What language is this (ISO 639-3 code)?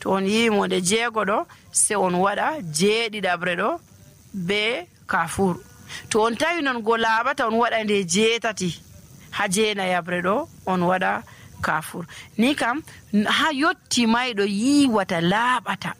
fuv